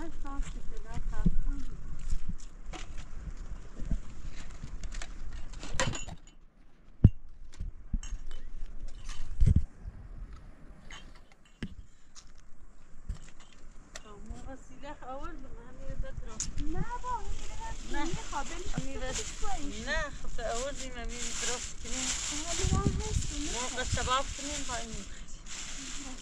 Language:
Persian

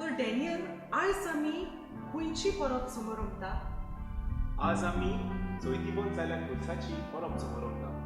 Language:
Konkani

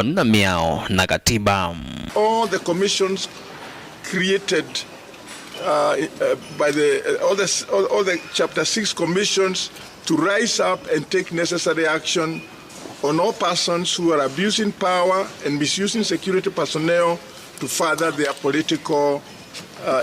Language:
Kamba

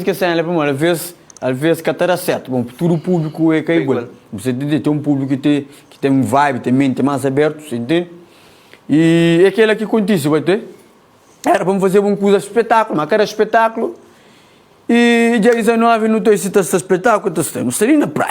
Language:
Kabuverdianu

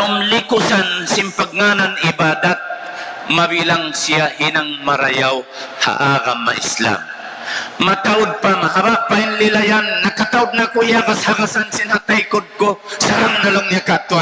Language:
Tausug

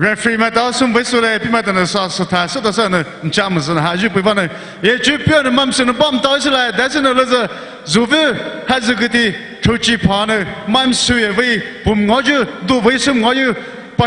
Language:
Poumei Naga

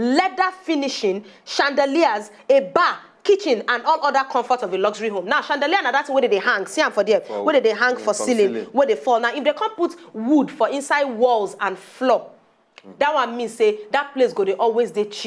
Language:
Nigerian Pidgin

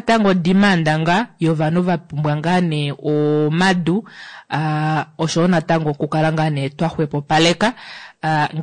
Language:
Kuanyama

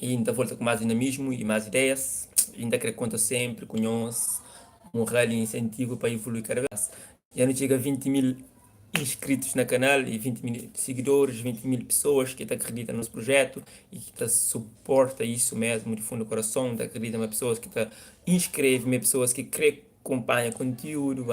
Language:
Kabuverdianu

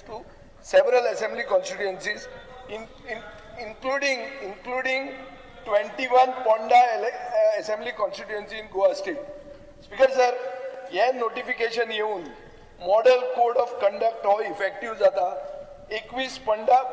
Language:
Konkani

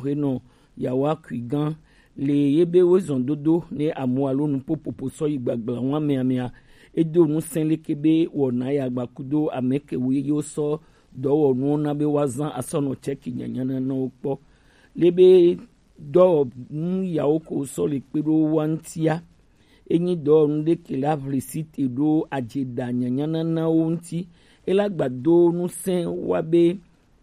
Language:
Gen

